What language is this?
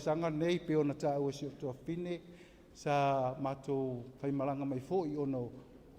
Samoan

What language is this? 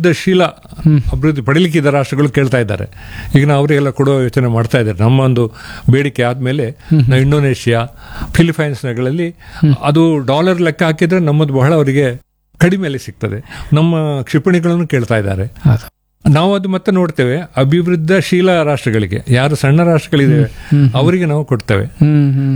Kannada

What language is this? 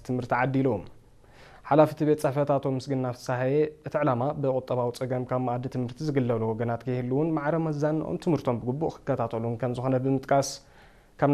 Tigrinya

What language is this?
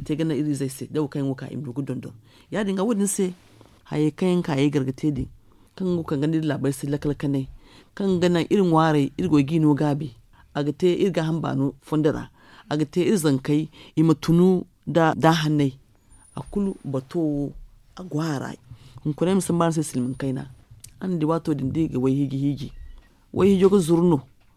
Zarma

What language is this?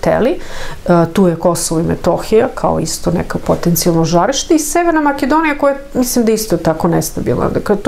Serbian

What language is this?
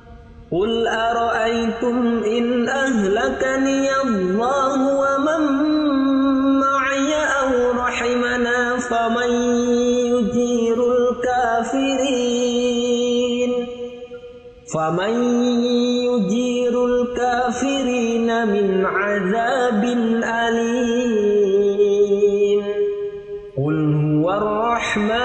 Arabic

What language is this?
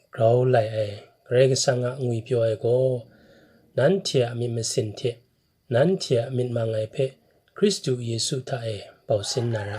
Kachin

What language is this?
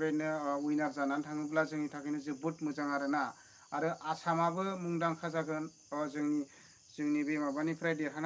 Bodo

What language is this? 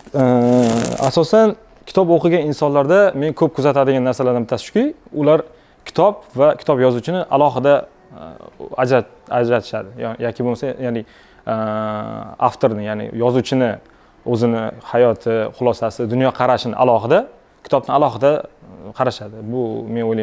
Uzbek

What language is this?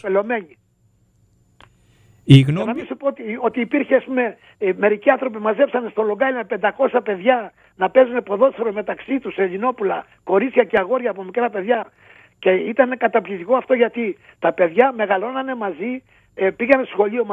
Greek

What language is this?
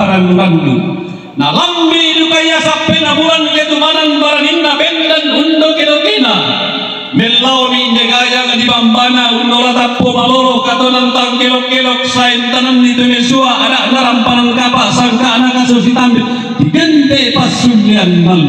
Toraja-Sa'dan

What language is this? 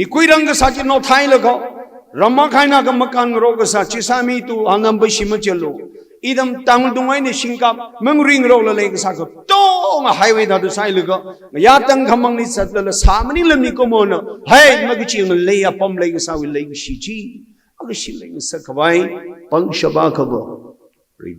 Tangkhul Naga (India)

